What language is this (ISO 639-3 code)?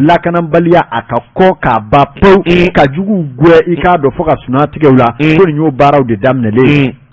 bam